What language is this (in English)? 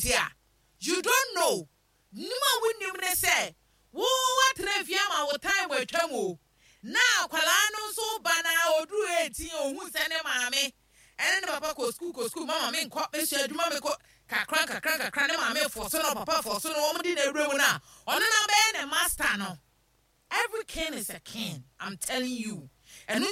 Akan